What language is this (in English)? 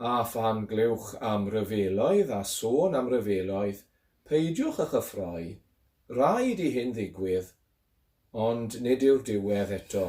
Welsh